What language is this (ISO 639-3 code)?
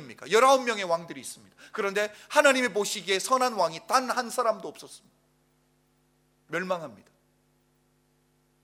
kor